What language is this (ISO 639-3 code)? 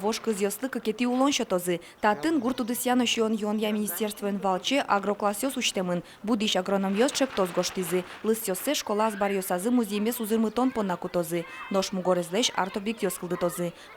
udm